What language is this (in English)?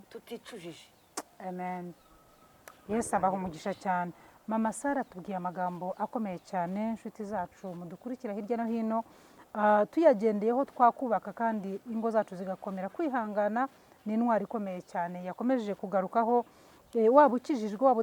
Kinyarwanda